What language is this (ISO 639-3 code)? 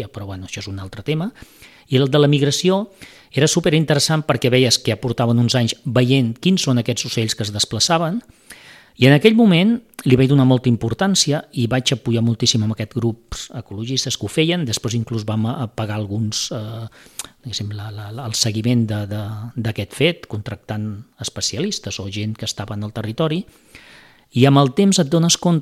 cat